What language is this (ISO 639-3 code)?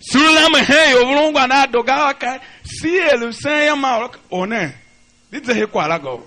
tiv